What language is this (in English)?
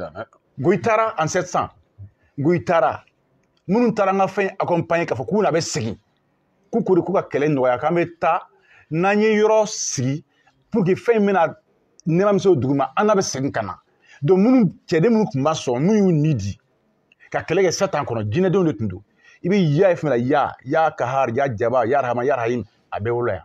Bambara